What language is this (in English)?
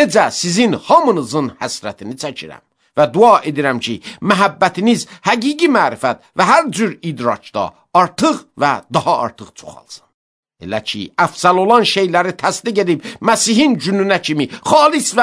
Azerbaijani